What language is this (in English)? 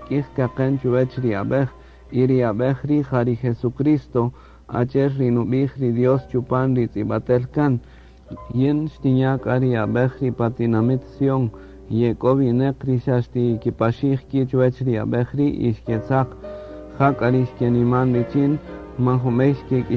Kaqchikel